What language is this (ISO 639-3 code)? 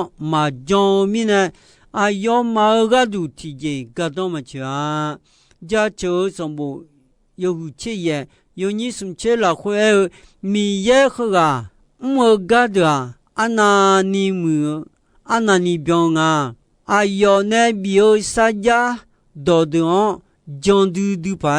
ahk